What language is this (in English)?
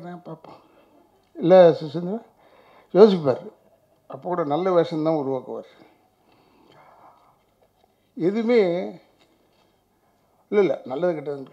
Tamil